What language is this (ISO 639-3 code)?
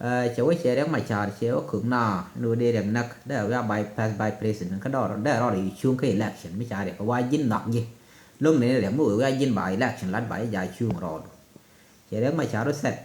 nus